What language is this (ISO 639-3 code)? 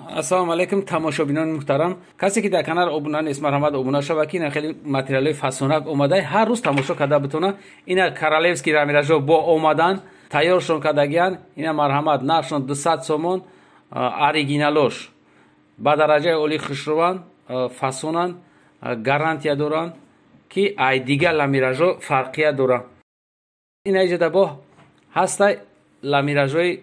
tgk